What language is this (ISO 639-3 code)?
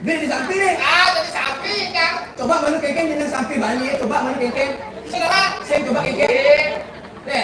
ban